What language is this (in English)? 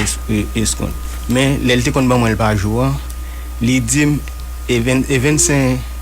Haitian Creole